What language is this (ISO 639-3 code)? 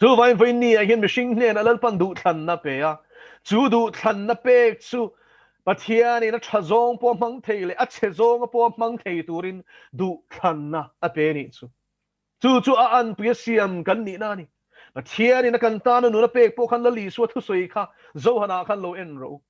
lus